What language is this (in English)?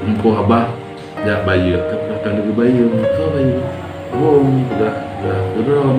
Achinese